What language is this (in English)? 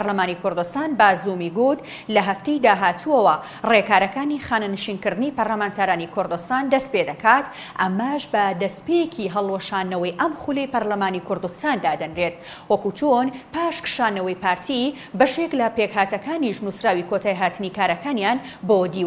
Central Kurdish